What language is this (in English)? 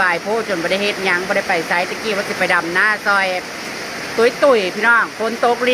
Northeastern Thai